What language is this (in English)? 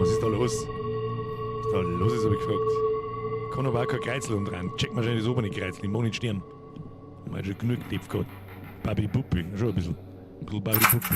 Bavarian